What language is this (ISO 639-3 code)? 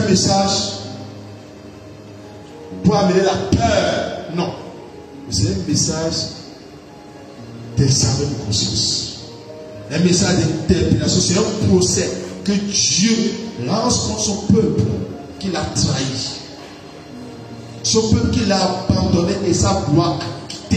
fra